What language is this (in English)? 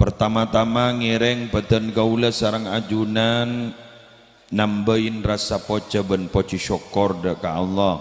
Madurese